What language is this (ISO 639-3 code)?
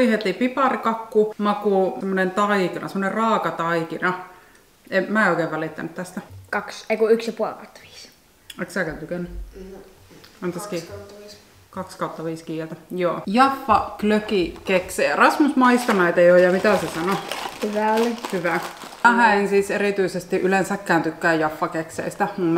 fin